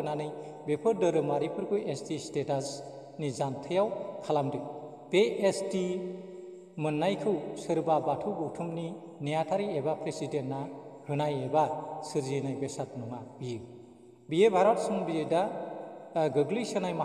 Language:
Bodo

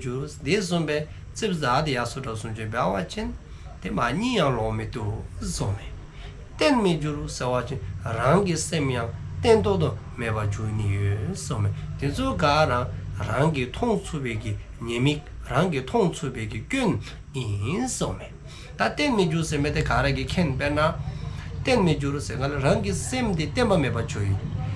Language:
Dzongkha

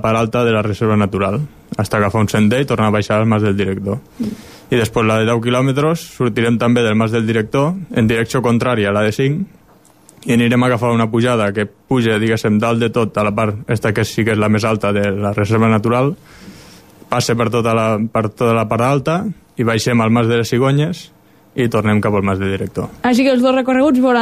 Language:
Catalan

